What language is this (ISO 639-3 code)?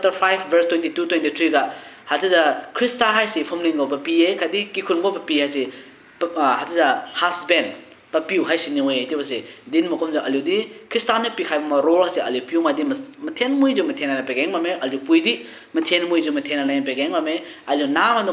njn